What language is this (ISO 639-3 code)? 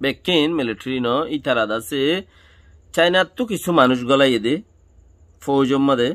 rhg